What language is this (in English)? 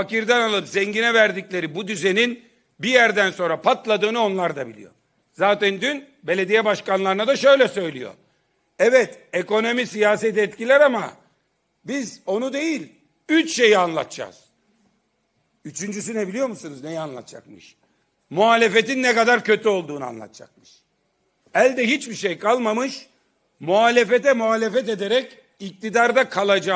Turkish